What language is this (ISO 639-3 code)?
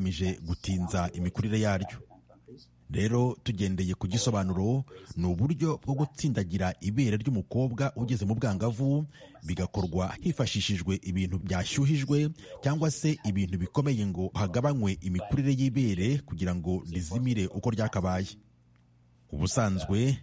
kin